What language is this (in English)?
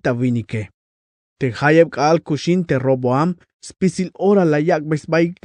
Tzeltal